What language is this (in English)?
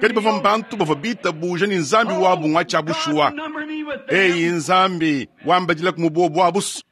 Luba-Lulua